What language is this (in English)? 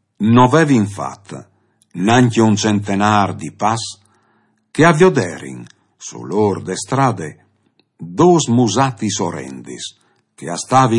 Friulian